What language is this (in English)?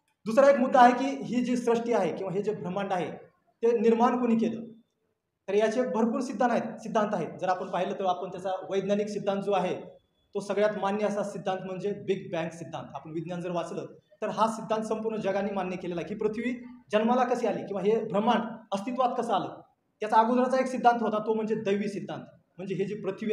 Marathi